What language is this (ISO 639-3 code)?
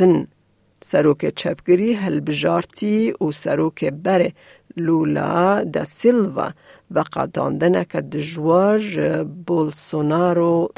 kur